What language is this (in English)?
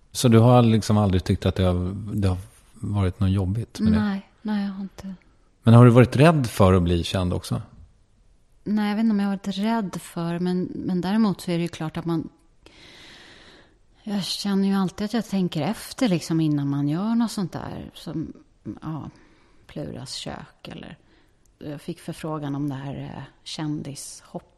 Swedish